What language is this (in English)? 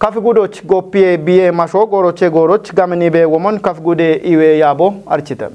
Kafa